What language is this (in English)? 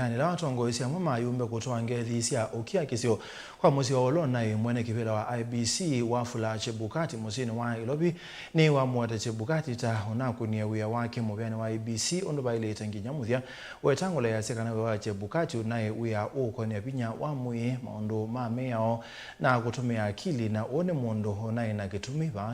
Kamba